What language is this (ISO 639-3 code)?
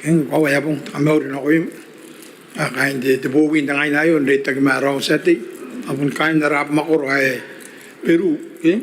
gil